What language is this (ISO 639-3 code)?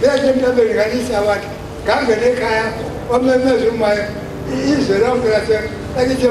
zul